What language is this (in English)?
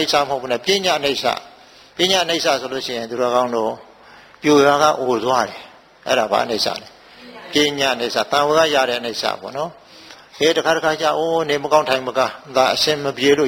Burmese